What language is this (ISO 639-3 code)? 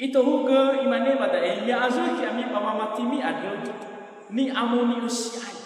nia